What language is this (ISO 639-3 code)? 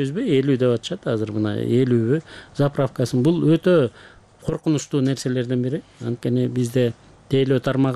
kir